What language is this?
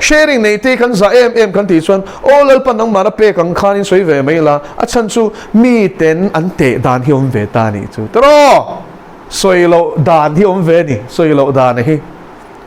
Mizo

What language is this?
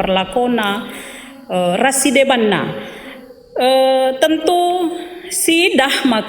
Batak Karo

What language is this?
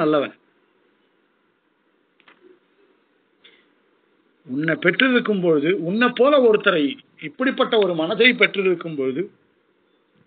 Tamil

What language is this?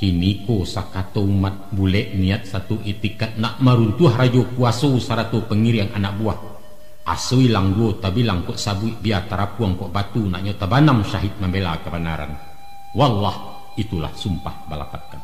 Minangkabau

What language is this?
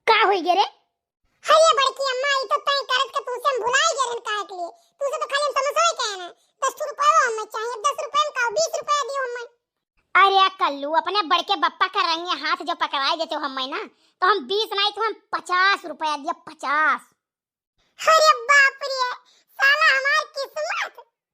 Awadhi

